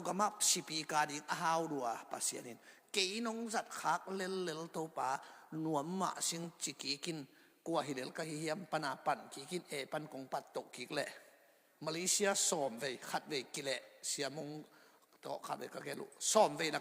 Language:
Tedim Chin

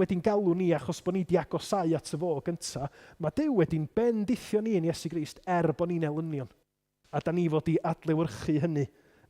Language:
Welsh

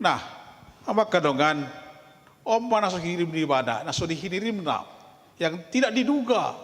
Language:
Batak Toba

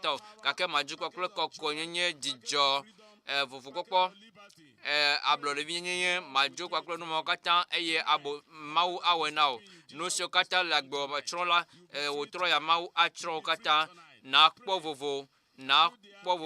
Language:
Ewe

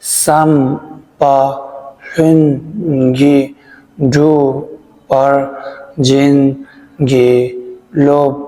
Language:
Tibetan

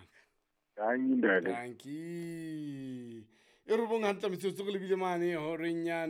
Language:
Southern Sotho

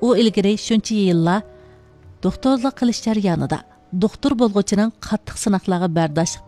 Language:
Uyghur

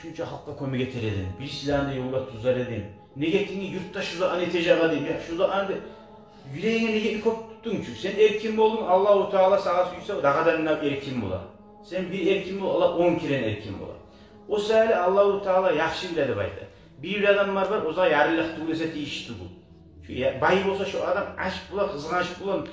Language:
Kumyk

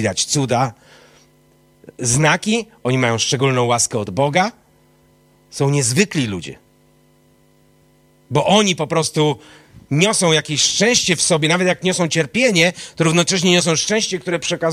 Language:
Polish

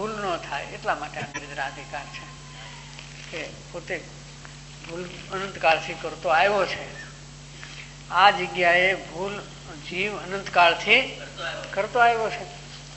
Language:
Gujarati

